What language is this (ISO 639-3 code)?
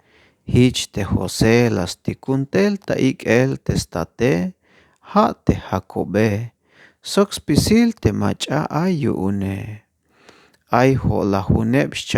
tzh